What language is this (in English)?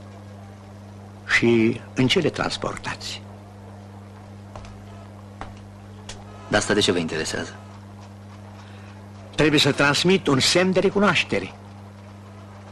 Romanian